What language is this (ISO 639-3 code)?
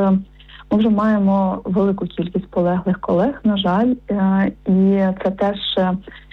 ukr